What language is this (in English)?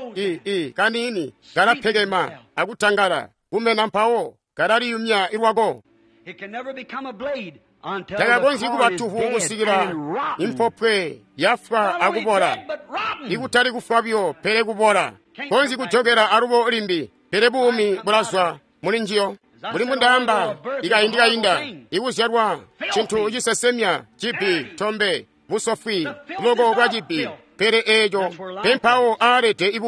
Tonga (Zambia)